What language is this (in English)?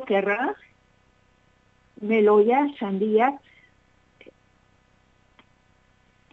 Basque